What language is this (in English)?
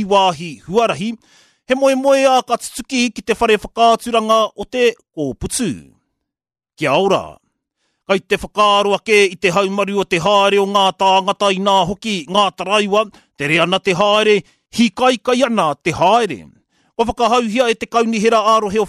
Māori